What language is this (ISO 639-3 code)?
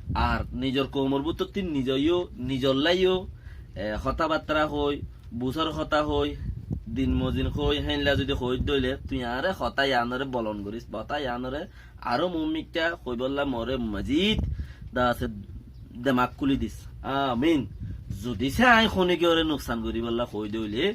rhg